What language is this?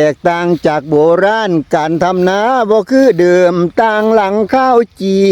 Lao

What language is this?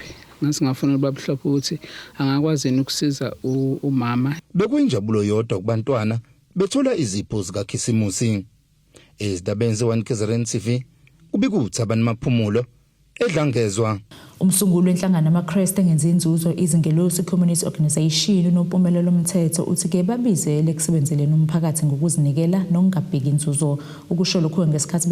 Zulu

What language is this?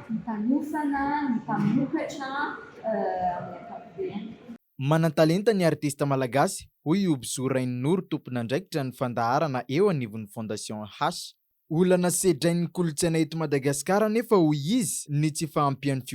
Malagasy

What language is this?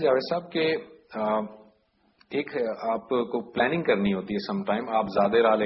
Urdu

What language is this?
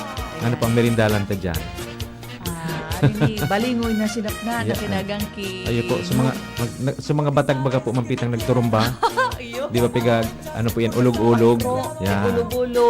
Bikol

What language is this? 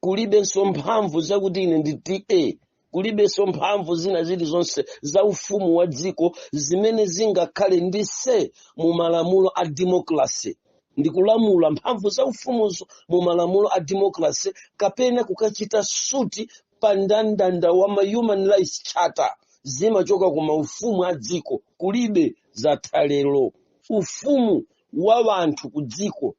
Nyanja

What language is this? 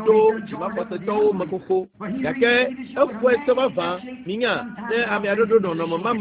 Ewe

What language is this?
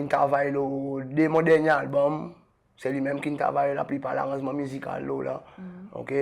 Seselwa Creole French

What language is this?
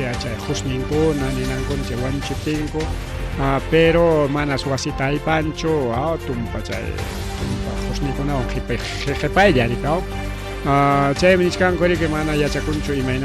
Ayacucho Quechua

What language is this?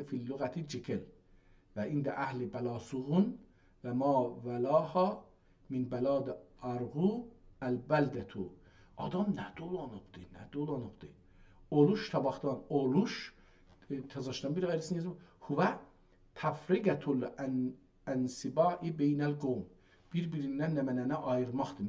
South Azerbaijani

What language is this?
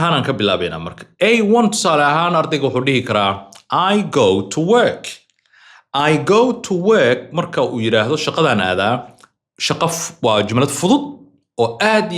Somali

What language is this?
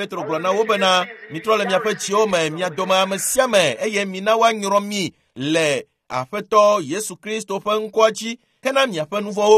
Ewe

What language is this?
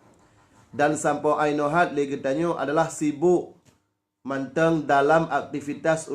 Achinese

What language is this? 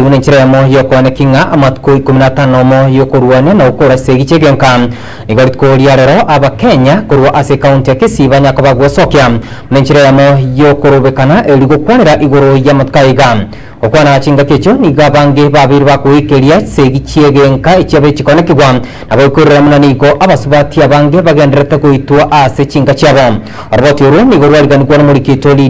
Gusii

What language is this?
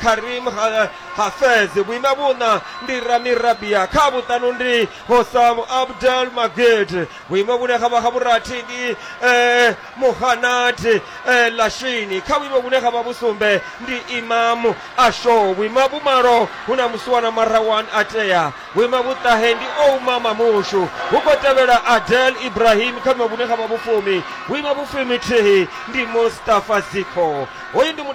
Venda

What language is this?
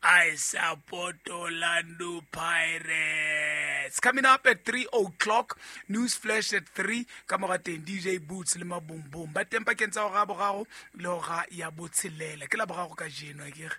Southern Sotho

